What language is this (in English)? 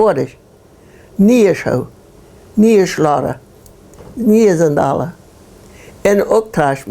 Plautdietsch